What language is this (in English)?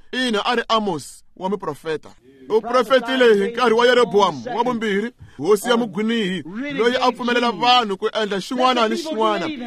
Tsonga